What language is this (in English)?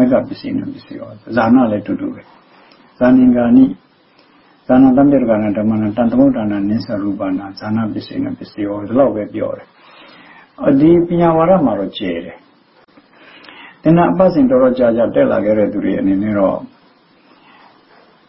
Burmese